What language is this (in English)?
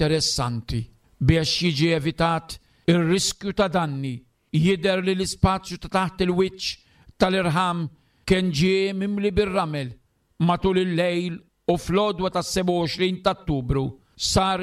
Maltese